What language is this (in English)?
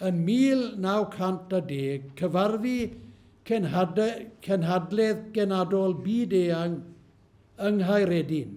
Welsh